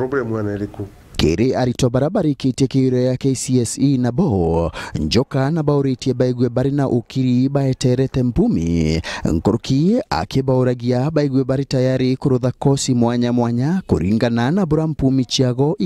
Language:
Meru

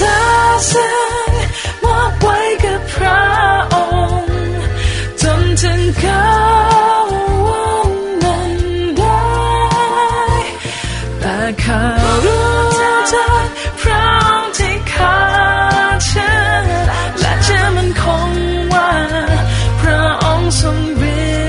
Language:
Thai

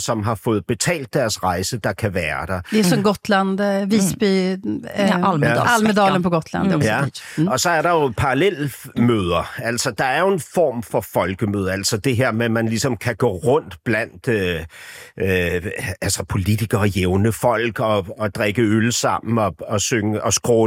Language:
Danish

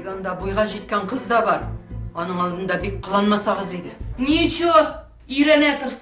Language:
Tatar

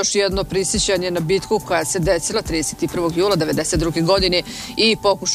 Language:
Bosnian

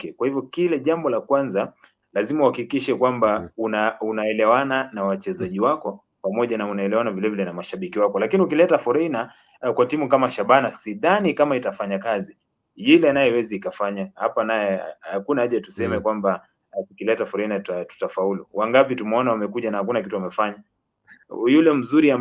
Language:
Swahili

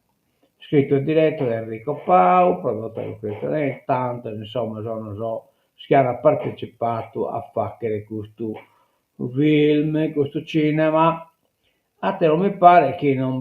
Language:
Sardinian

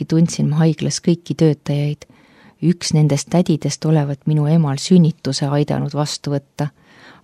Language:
Estonian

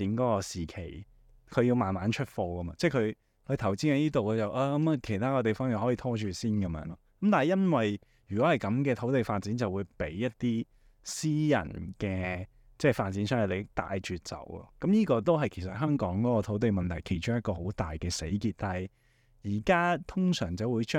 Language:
Cantonese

